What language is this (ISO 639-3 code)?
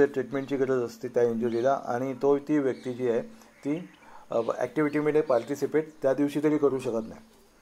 mar